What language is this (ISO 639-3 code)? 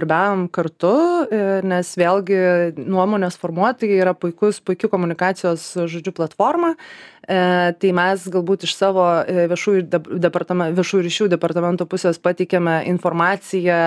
lit